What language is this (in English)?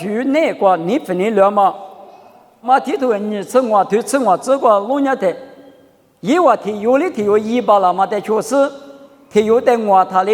Lisu